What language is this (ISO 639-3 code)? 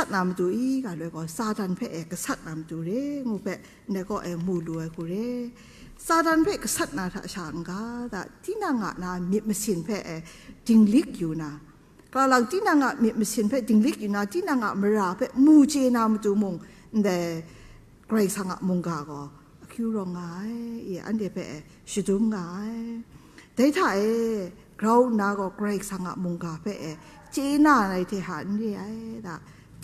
kac